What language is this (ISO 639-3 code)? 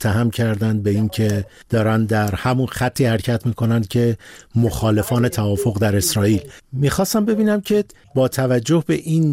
fas